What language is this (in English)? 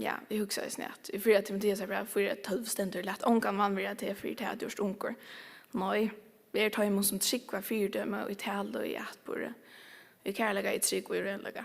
Faroese